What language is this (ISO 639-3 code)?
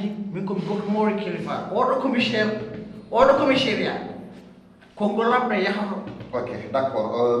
ful